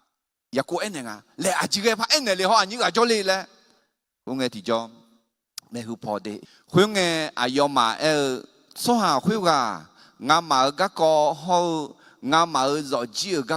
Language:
Akha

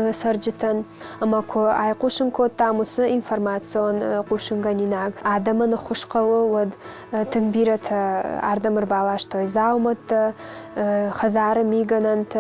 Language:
Ossetic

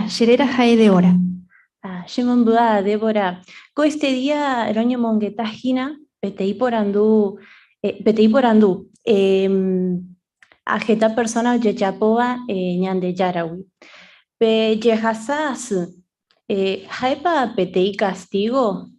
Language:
Guarani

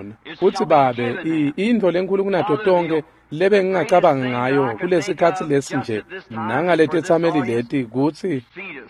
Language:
Swati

